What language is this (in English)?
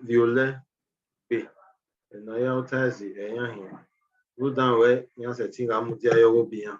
Bini